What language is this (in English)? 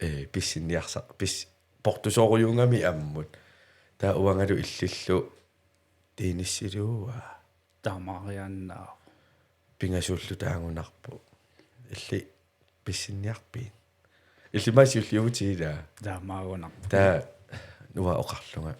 Kalaallisut